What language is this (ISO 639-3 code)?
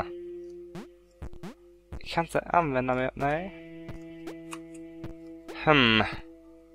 swe